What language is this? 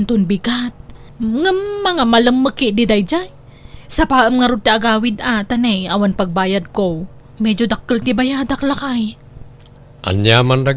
Iloko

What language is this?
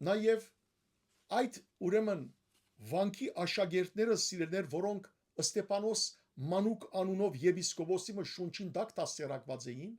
Western Armenian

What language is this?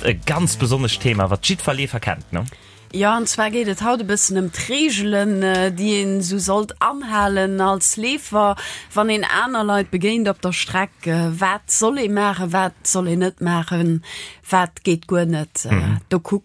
Luxembourgish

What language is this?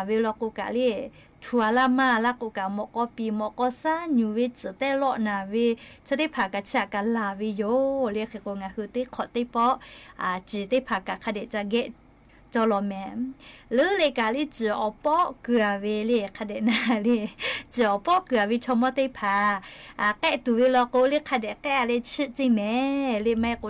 Lahu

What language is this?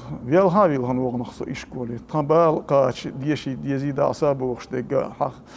Chechen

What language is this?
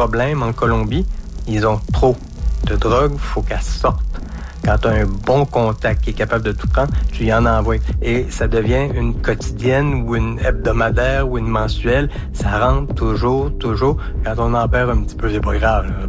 French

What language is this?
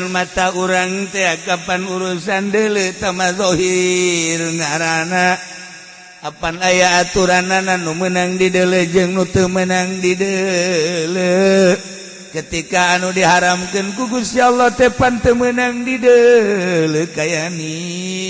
Sundanese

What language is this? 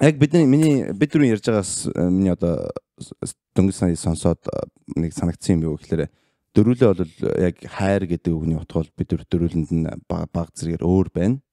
Mongolian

